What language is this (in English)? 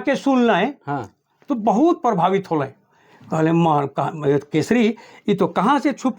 Sadri